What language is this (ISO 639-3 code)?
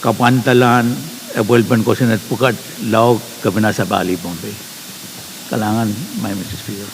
pon